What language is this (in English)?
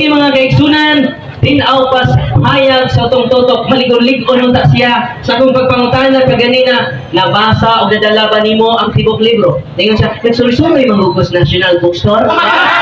Cebuano